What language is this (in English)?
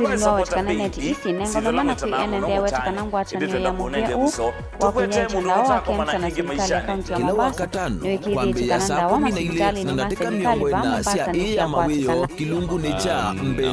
Kamba